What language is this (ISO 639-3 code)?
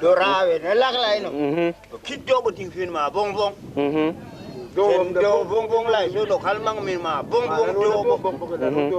tui